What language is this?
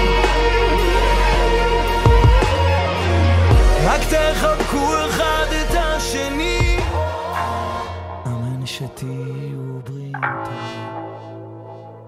Hebrew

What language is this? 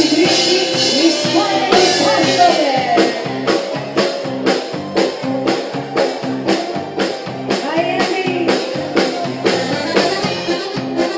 Italian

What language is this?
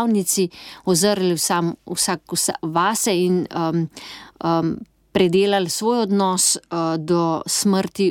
Slovenian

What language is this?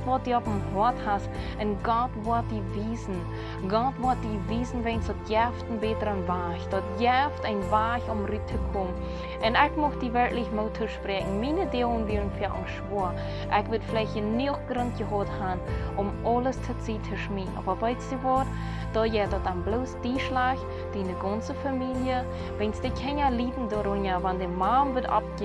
Plautdietsch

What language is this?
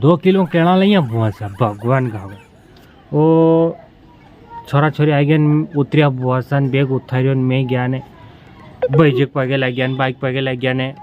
Rajasthani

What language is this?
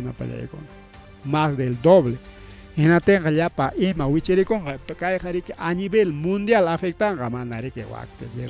Ayacucho Quechua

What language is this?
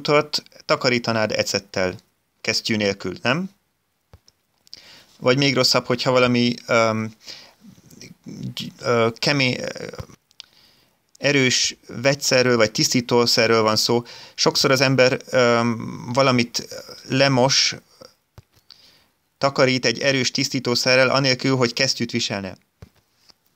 Hungarian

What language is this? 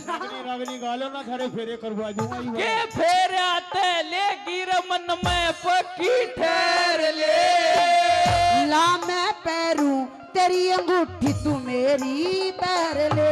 Haryanvi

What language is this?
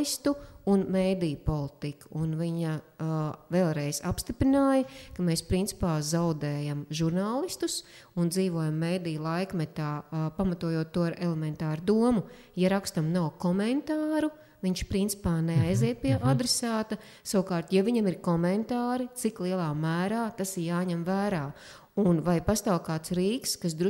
Latvian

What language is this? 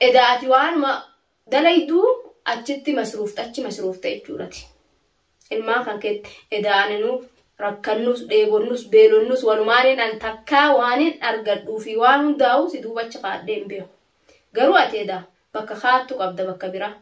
Oromo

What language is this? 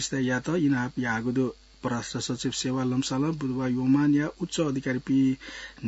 Newari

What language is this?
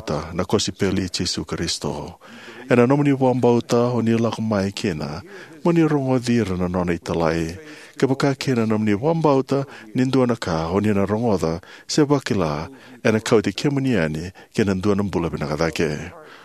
Fijian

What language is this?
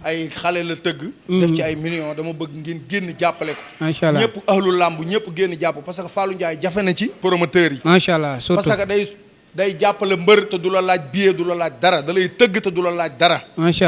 Wolof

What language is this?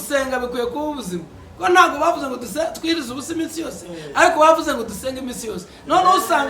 Kinyarwanda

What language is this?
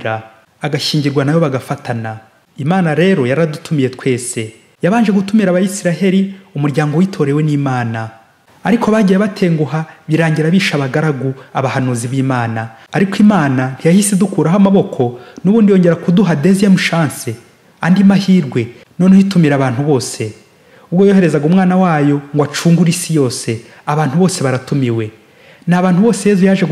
Kinyarwanda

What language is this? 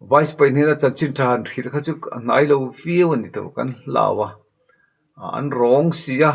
Mizo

